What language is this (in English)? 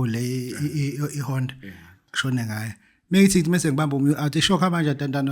Zulu